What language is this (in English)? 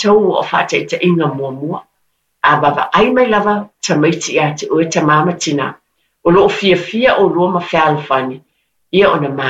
Samoan